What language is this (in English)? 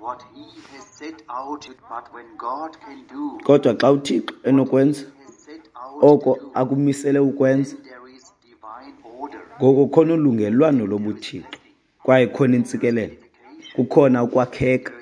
Xhosa